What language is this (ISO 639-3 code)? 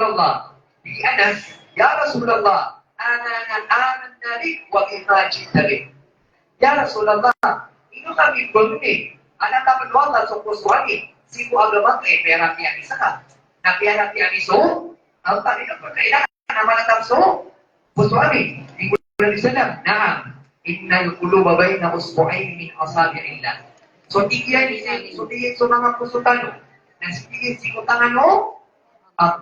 mrw